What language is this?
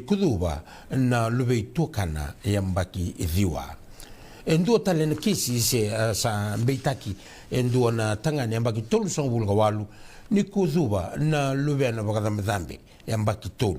Fijian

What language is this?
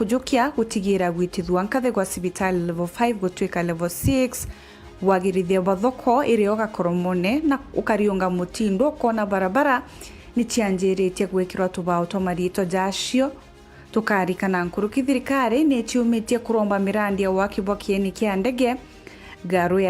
Meru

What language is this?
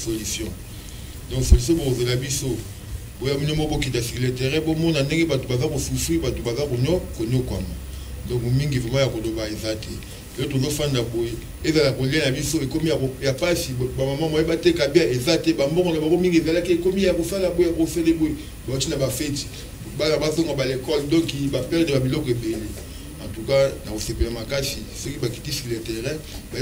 Lingala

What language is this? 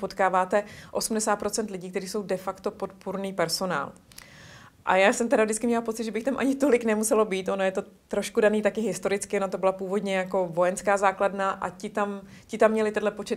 Czech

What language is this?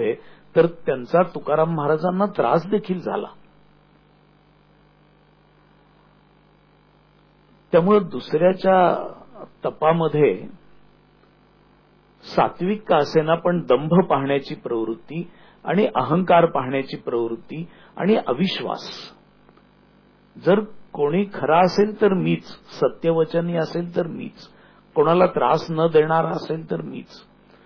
Marathi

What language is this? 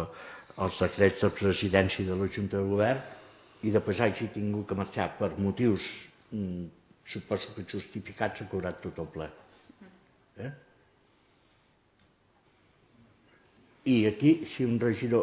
Catalan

